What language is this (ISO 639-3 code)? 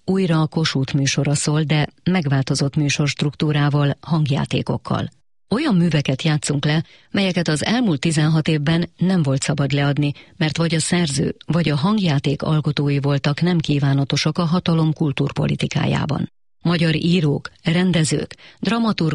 hun